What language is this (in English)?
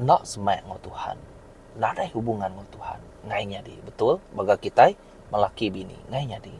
Iban